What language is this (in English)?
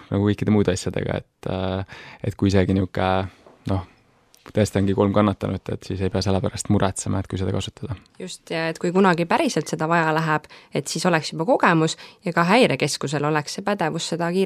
Estonian